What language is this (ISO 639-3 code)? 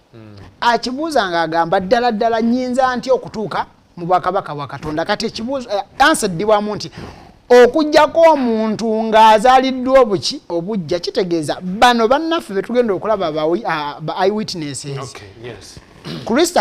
lug